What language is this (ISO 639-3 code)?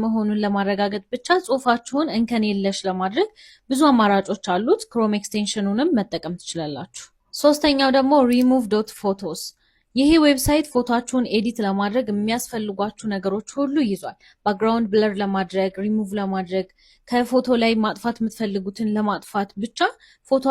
amh